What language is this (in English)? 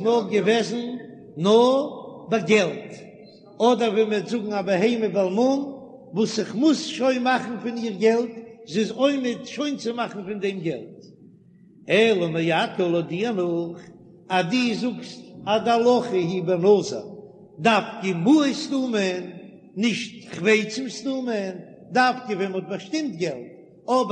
Yiddish